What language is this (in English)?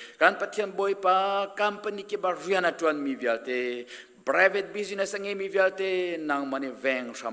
Hakha Chin